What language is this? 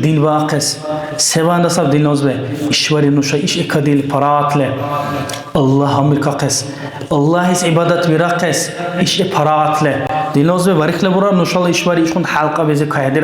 Dargwa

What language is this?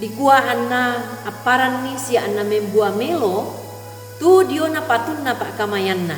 Toraja-Sa'dan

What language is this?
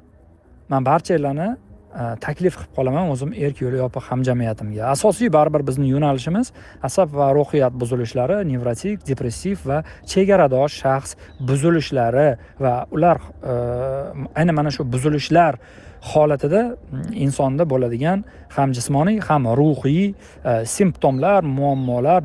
Uzbek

